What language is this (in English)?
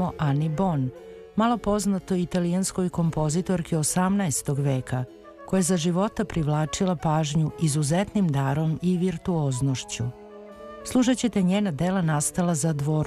Serbian